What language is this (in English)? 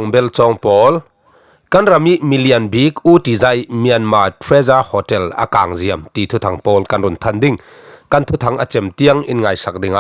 Falam Chin